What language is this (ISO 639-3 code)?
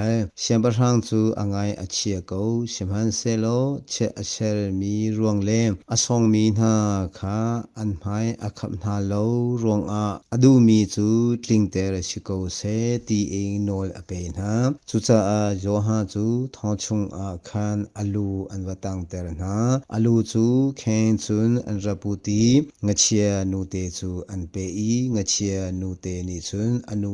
cnh